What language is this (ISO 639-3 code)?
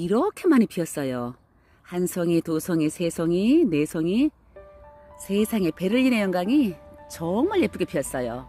kor